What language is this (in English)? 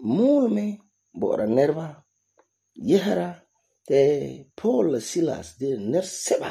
Frafra